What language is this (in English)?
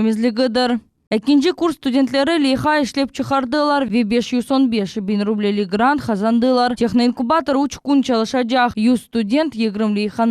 Crimean Tatar